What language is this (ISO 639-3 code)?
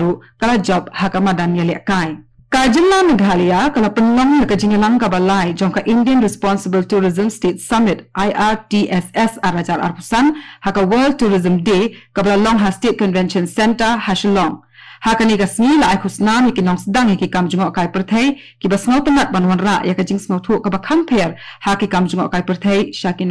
kha